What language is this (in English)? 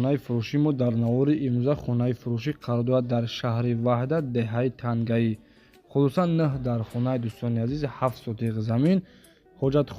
Tajik